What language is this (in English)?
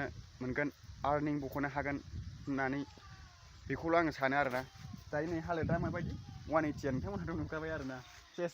Bodo